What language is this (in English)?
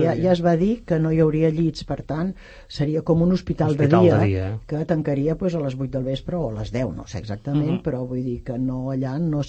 Catalan